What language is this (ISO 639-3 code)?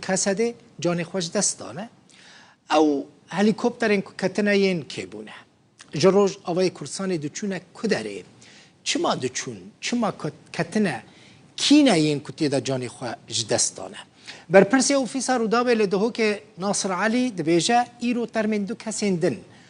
kur